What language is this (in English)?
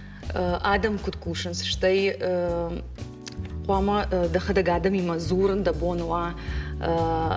Ossetic